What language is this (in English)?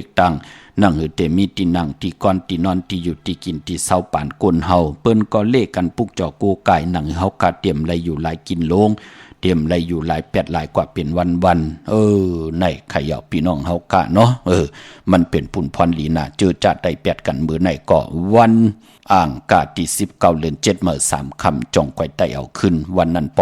Shan